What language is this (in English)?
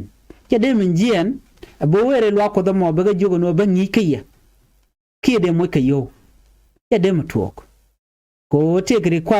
Nuer